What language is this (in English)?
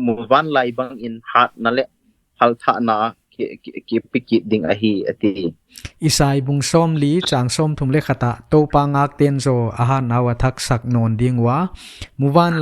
Paite Chin